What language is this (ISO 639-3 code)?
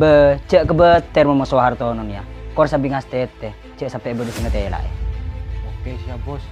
mad